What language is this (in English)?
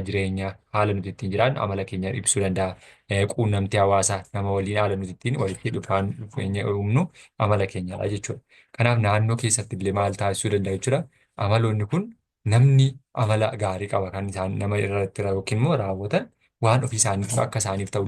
Oromo